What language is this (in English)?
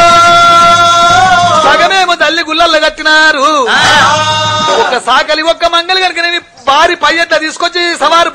Telugu